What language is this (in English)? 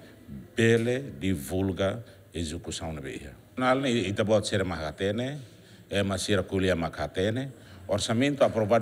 Tetum